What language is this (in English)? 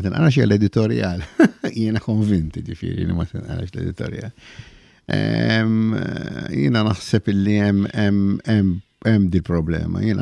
Maltese